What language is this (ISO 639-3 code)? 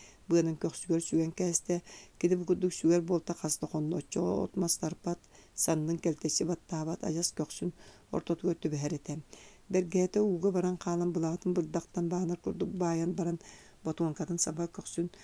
sah